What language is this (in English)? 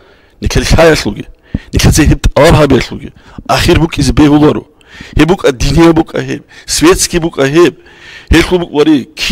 Avaric